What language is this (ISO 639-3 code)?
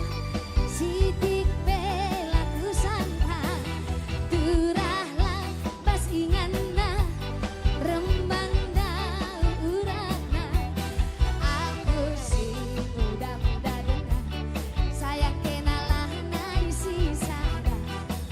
btx